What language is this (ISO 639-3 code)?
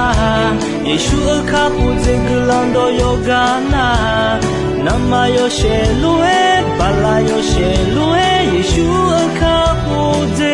ahk